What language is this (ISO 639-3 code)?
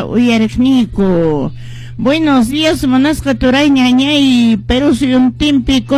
que